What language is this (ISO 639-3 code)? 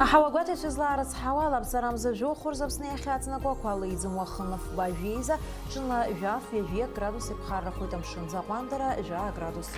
abk